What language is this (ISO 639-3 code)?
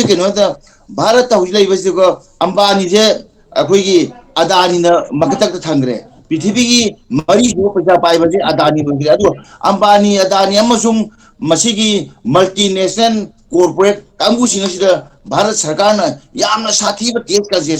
mni